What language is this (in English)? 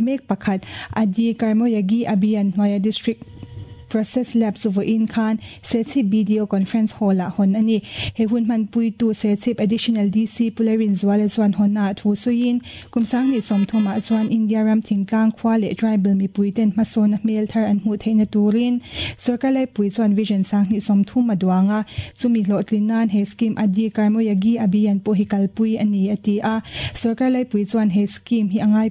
Mizo